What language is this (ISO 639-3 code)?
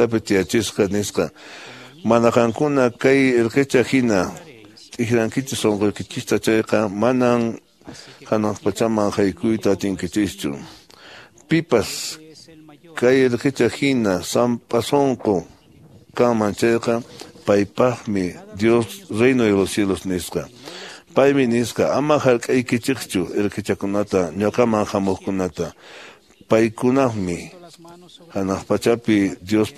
que